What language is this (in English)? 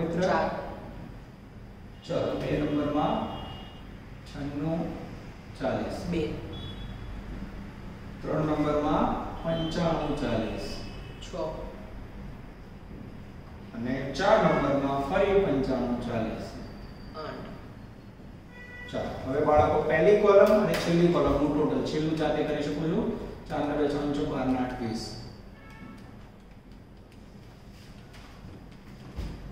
Gujarati